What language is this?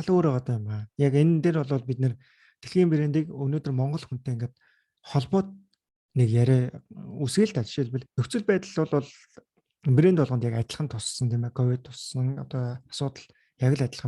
Mongolian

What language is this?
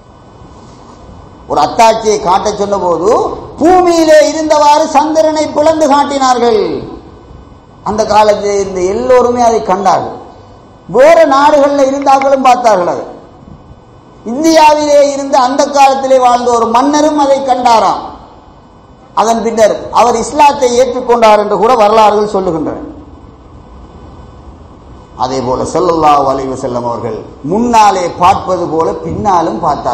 Tamil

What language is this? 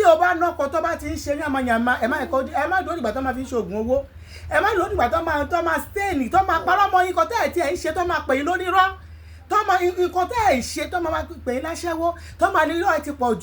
Yoruba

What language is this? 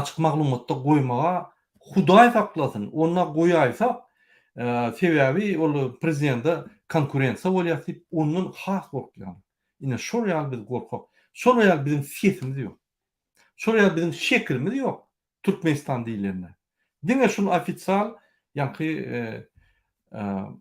Turkmen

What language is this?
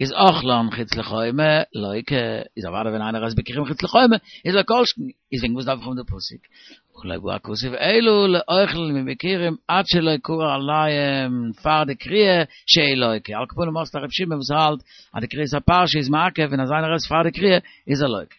Yiddish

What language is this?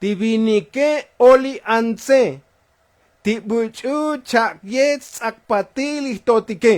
Tzotzil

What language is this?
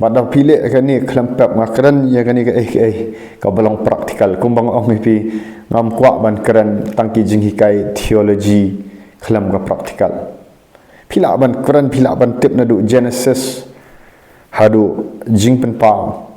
Khasi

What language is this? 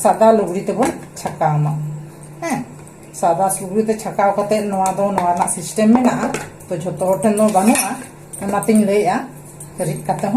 Santali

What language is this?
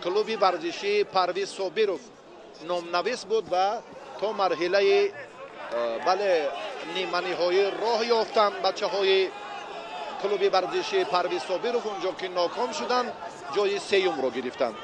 Tajik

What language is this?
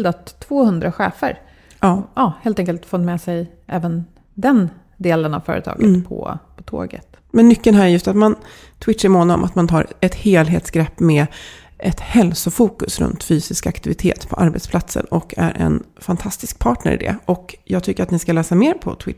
Swedish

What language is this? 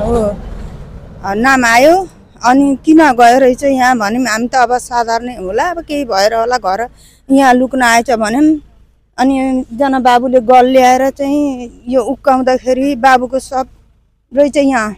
Nepali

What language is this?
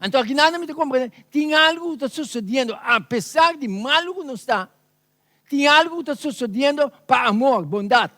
Papiamento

